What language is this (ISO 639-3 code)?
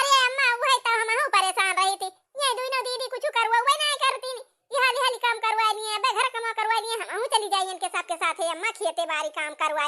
awa